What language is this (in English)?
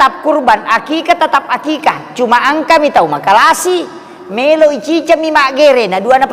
Buginese